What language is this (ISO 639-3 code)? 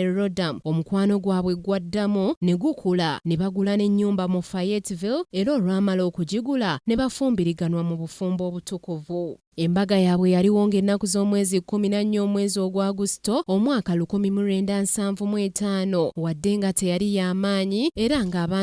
lug